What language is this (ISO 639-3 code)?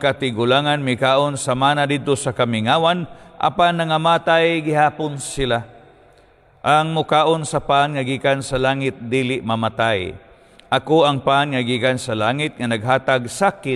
ceb